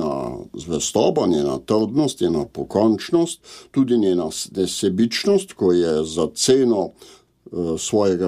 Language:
Slovenian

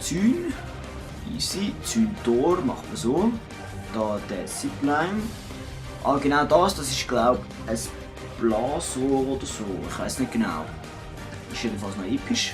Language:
Swiss German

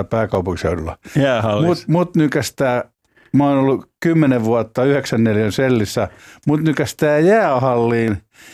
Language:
Finnish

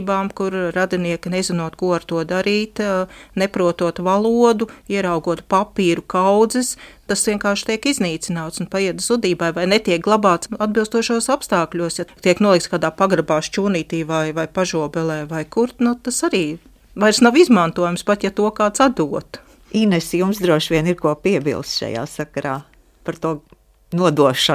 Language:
Latvian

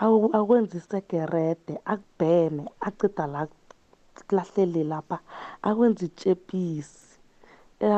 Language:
South Ndebele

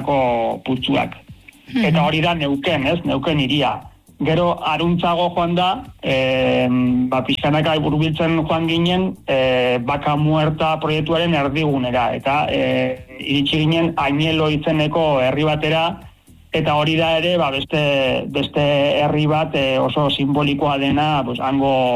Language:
Basque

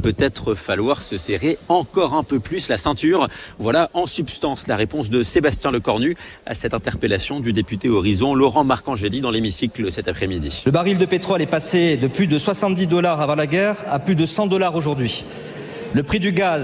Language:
French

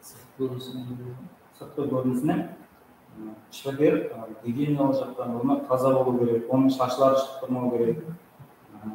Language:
Kara-Kalpak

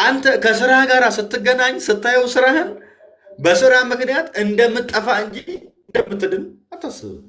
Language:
Amharic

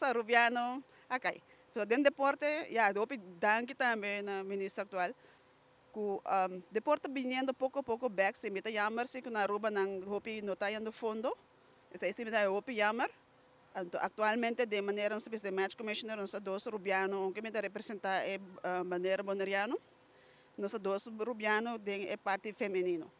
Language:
Papiamento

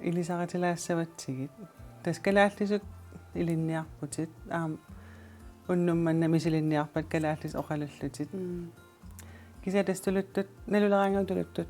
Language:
Kalaallisut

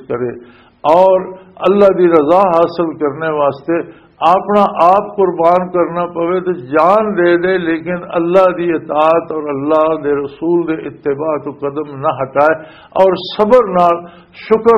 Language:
Western Panjabi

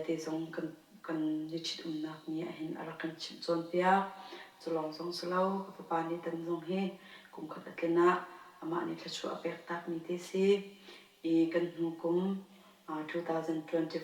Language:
Hakha Chin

